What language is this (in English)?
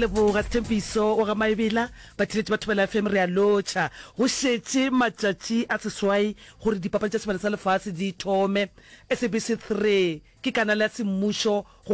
Northern Sotho